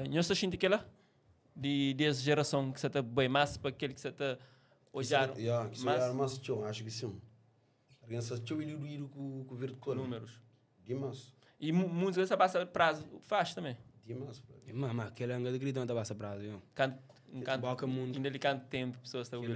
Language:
Kabuverdianu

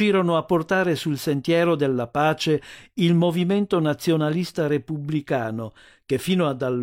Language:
Italian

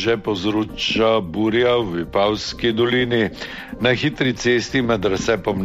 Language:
Slovenian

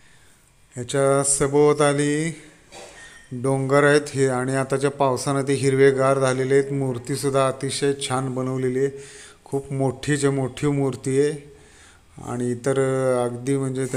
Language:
Marathi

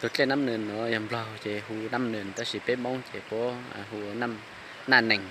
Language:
Hmong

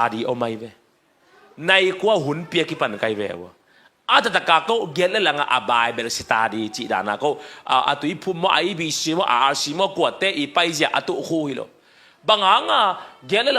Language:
Tedim Chin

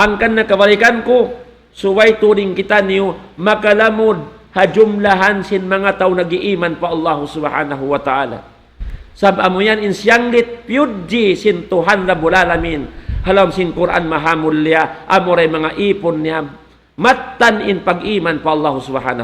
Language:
Tausug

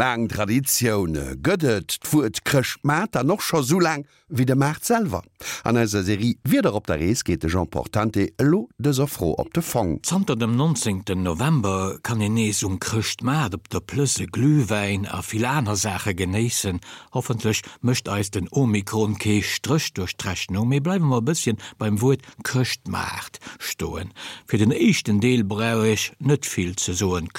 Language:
Luxembourgish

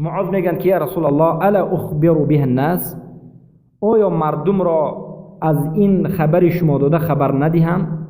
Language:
Persian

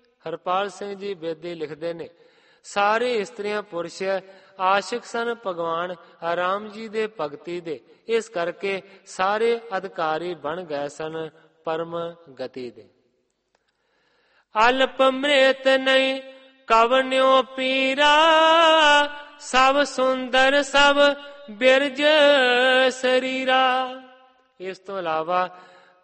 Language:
Punjabi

